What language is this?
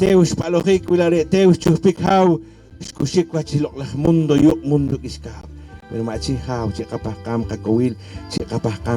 Poqomchi'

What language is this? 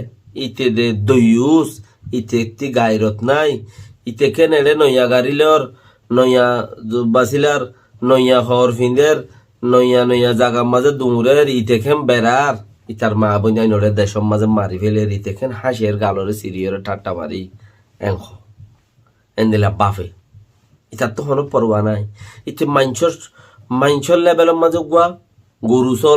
Rohingya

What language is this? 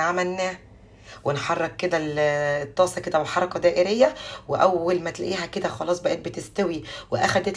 Egyptian Arabic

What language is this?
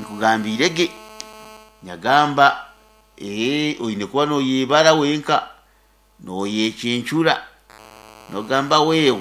Nyoro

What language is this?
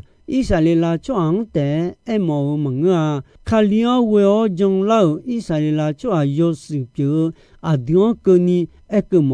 Akha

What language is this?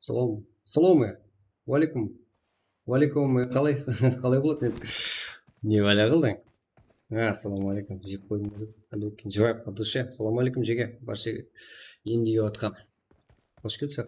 Kara-Kalpak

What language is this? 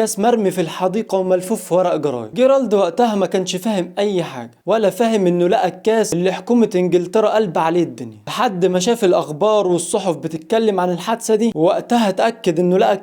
Egyptian Arabic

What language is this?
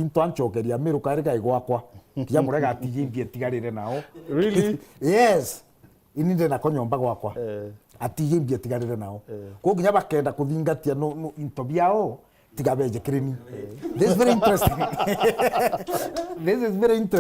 Meru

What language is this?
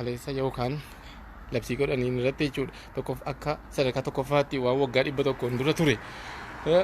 Oromo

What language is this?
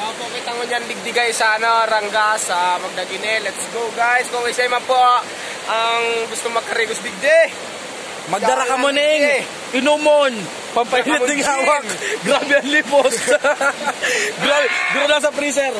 Bikol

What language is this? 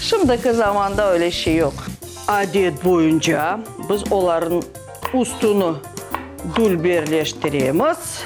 Crimean Tatar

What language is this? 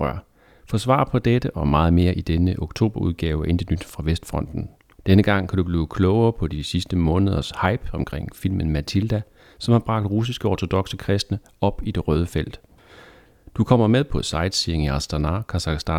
Danish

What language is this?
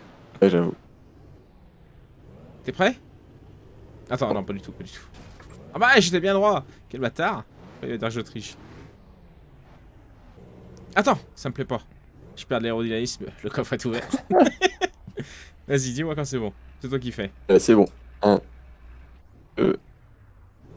French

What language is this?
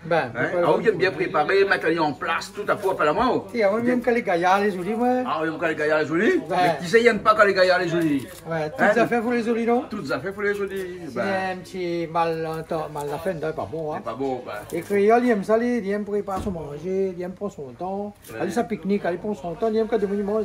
Réunion Creole French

